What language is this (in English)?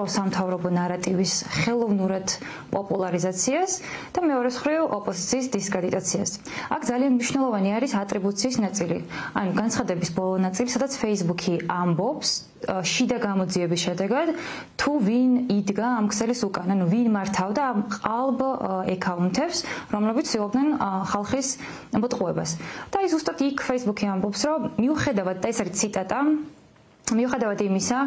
Georgian